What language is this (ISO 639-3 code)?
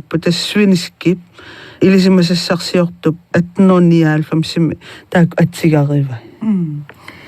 kal